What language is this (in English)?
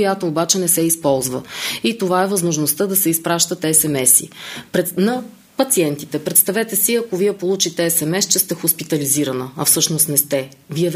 Bulgarian